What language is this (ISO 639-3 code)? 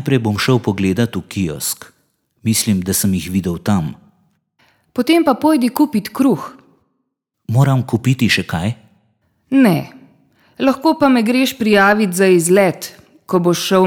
slv